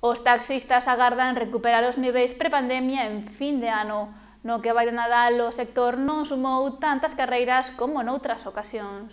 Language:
Galician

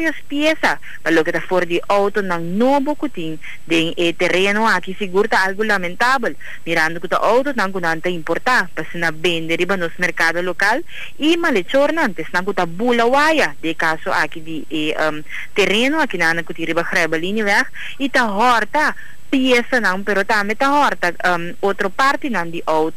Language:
Papiamento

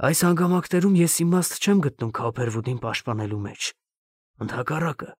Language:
Armenian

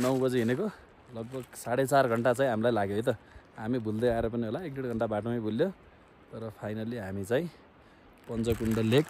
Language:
Nepali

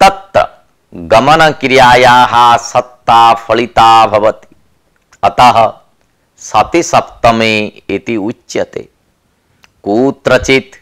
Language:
Sanskrit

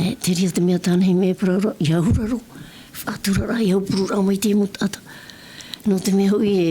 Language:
Tahitian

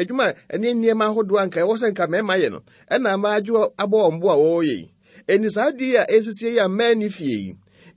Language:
Akan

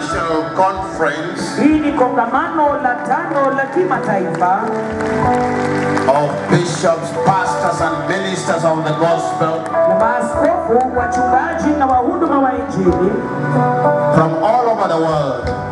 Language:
Swahili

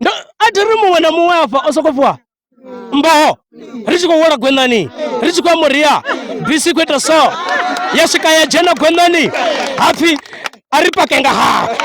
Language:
Venda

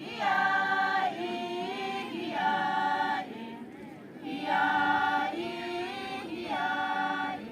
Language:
Yimchungru Naga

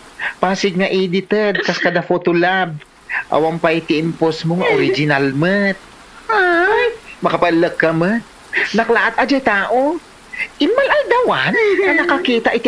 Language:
Iloko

